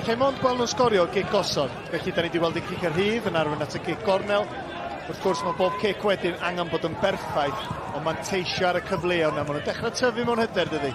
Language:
Welsh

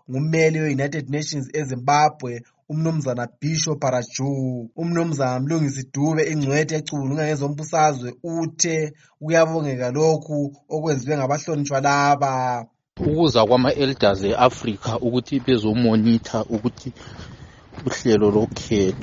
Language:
North Ndebele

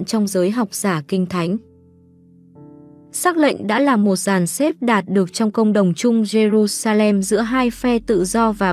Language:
Vietnamese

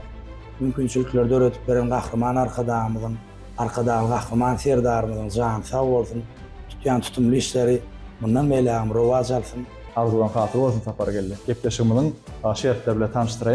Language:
Turkmen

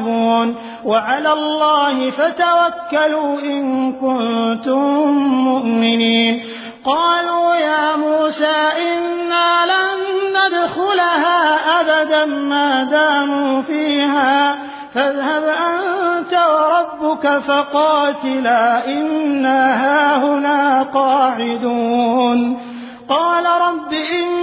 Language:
Arabic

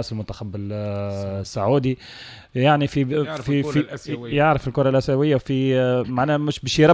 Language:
Tunisian Arabic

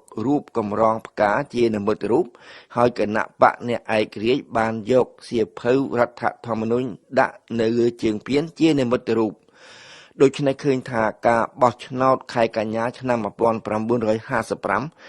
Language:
Khmer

